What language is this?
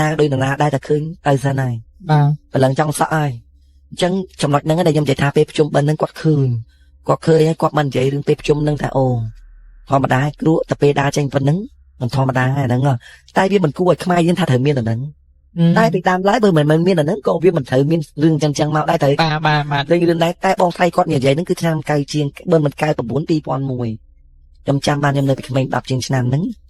Khmer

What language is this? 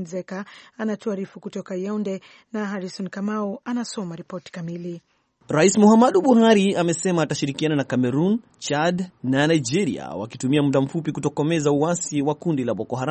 Swahili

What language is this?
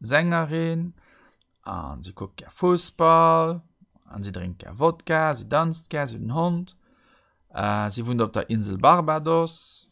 Luxembourgish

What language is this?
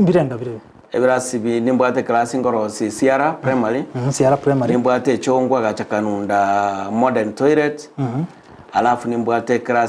Gusii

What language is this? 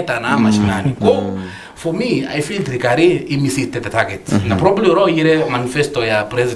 Meru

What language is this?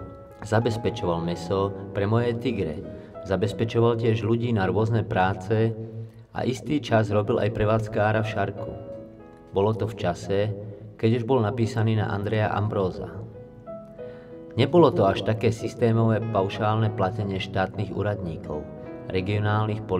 Slovak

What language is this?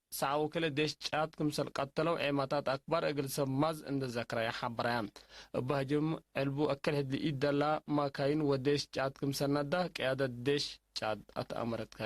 Tigre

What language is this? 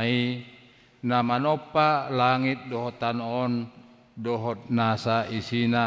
Batak Toba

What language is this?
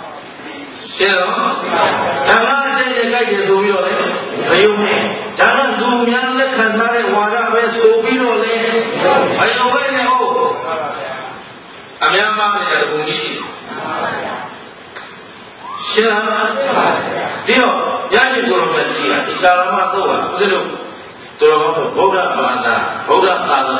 Burmese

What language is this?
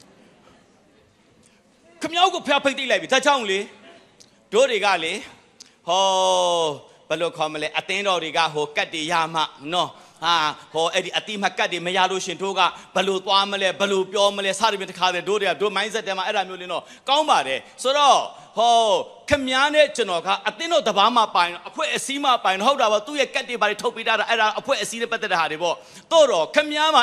Burmese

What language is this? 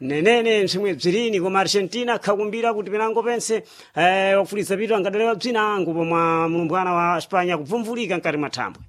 Sena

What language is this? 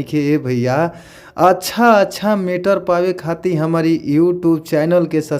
Bhojpuri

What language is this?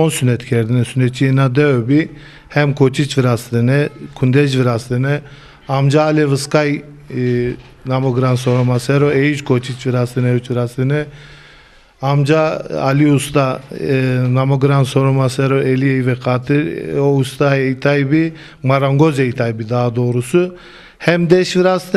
Zaza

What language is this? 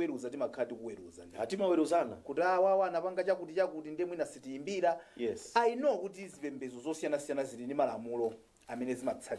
Nyanja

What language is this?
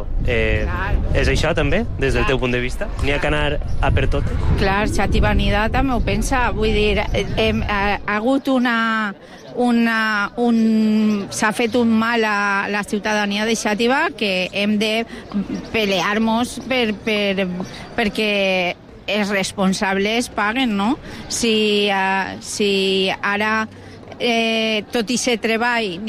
Catalan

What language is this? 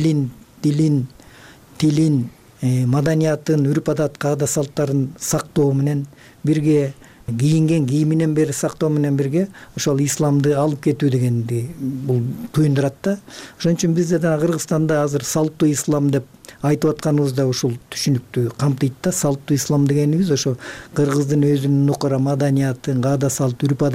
Kyrgyz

